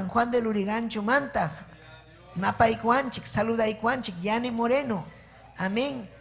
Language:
Ayacucho Quechua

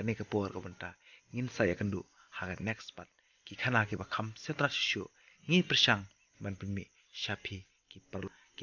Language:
Khasi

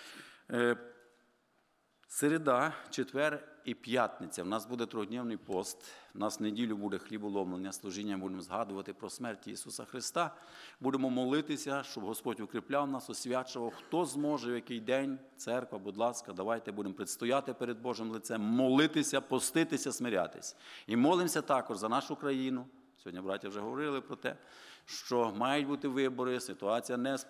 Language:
Ukrainian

